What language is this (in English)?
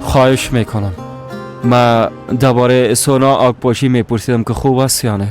Persian